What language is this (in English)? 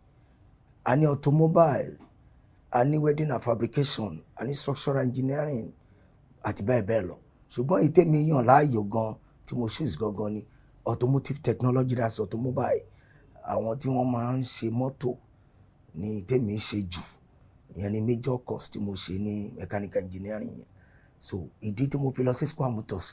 Yoruba